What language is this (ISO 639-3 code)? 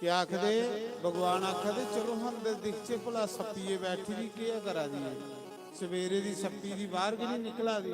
doi